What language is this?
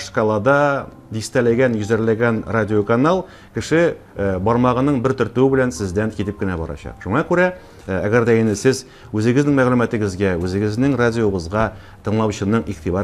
Tatar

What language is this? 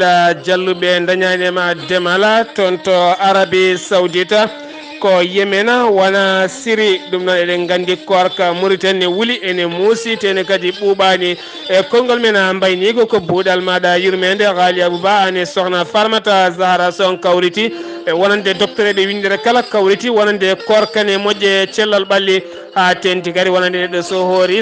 Fula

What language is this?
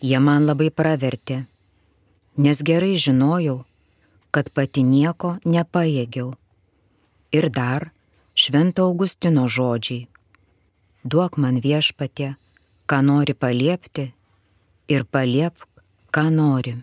Lithuanian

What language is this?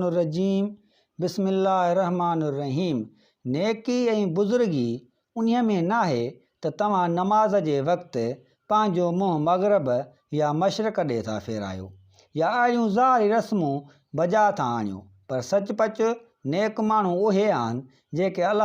Sindhi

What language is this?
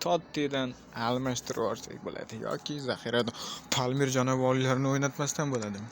Uzbek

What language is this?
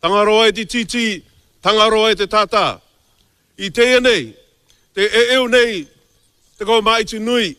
Māori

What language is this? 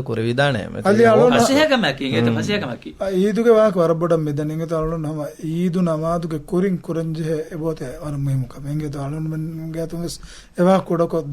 Divehi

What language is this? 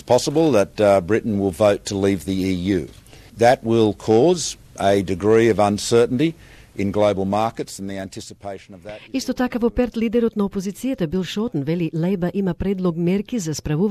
Macedonian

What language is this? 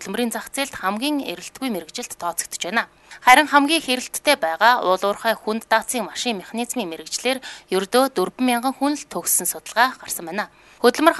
Mongolian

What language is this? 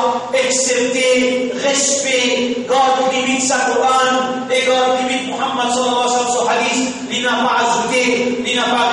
Morisyen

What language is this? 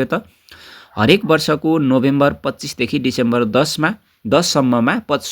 Nepali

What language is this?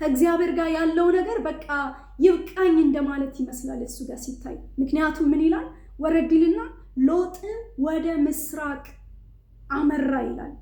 Amharic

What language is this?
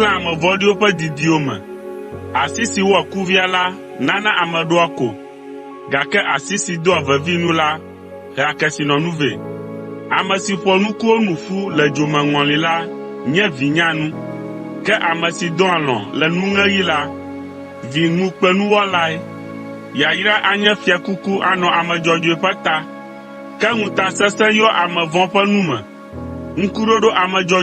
Ewe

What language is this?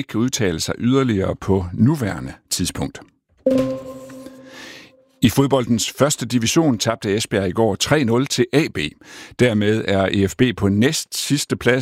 Danish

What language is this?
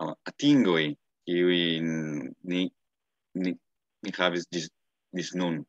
Esperanto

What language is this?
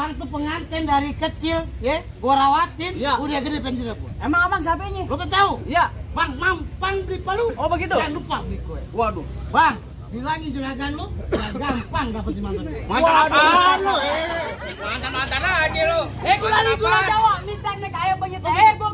Betawi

